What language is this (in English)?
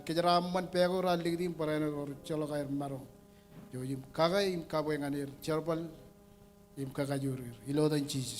Marshallese